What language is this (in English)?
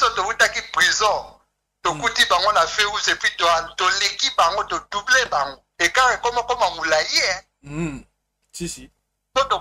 Lingala